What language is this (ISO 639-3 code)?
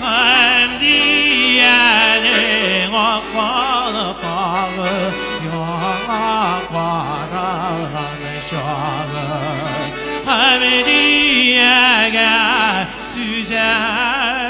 bak